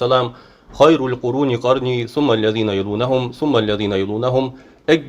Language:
Ingush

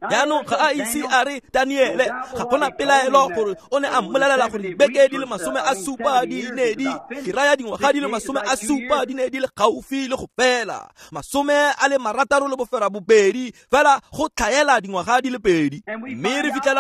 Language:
Tswana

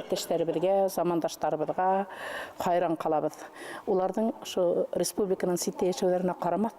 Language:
Bashkir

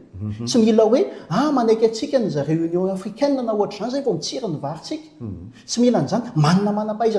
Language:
Malagasy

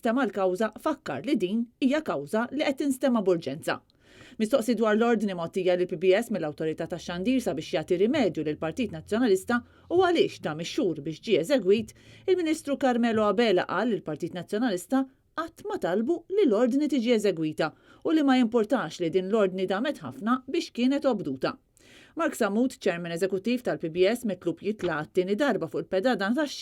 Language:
Maltese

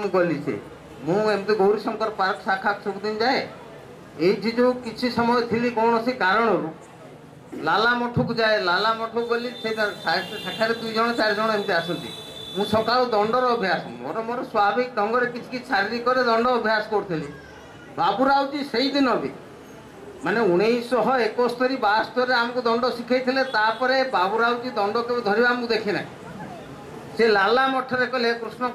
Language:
Odia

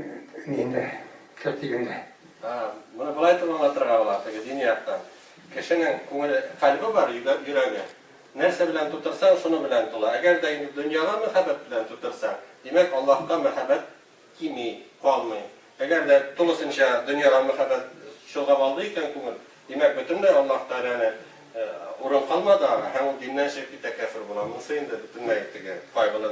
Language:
Tatar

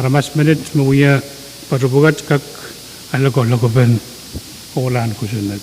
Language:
Pohnpeian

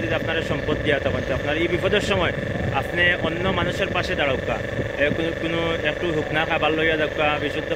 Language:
Sylheti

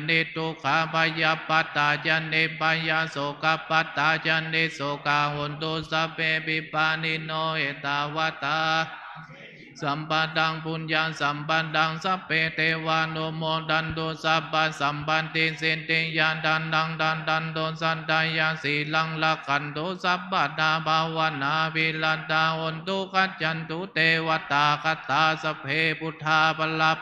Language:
Pali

